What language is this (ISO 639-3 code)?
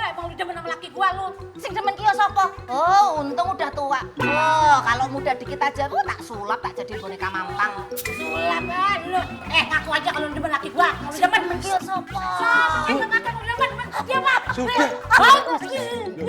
bew